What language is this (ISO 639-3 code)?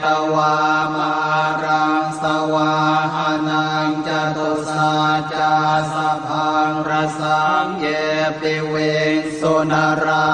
pli